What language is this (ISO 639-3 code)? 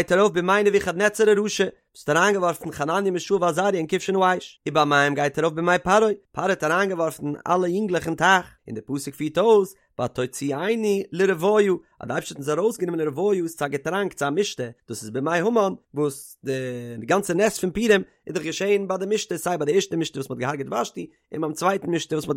yid